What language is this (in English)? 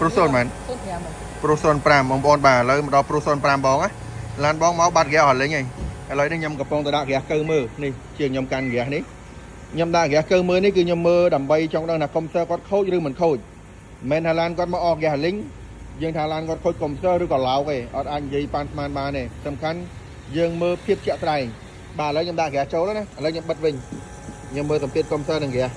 Khmer